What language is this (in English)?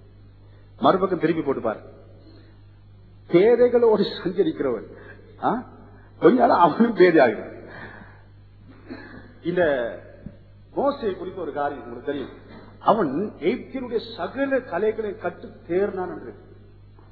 Tamil